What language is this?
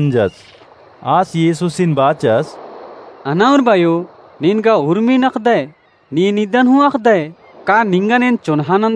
Kurukh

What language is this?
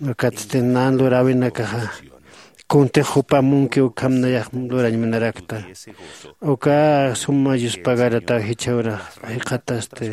Aymara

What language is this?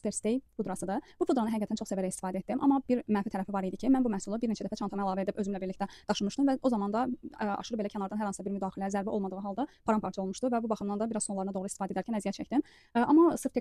Azerbaijani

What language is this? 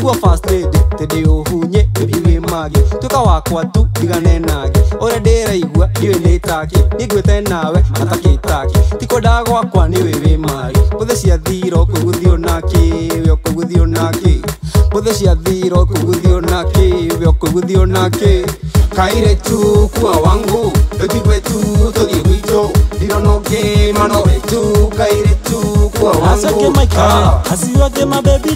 Kikuyu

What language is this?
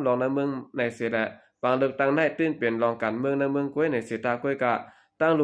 Shan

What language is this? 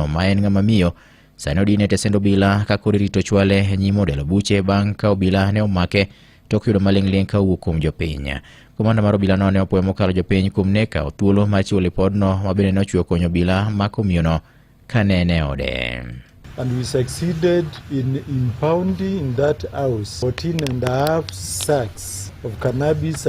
Luo (Kenya and Tanzania)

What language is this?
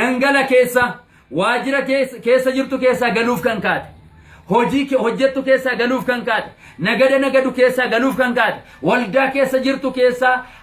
Oromo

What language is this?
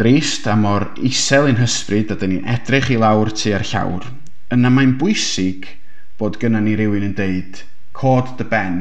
Welsh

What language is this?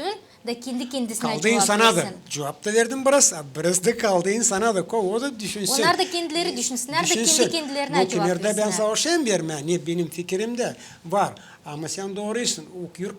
Gagauz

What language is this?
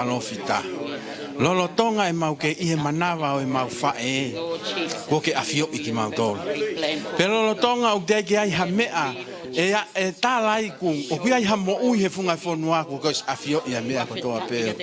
Tongan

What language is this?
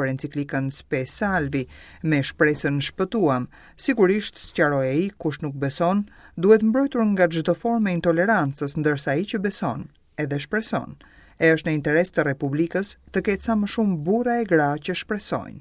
Albanian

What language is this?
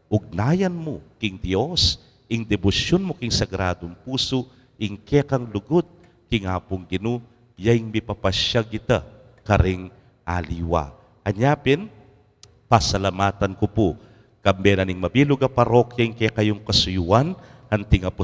Pampanga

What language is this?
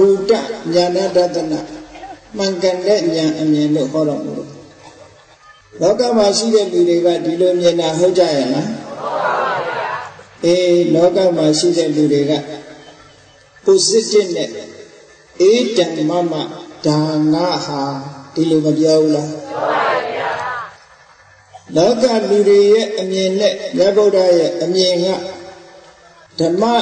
Burmese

